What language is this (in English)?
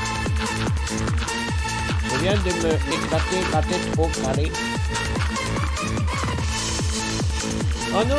French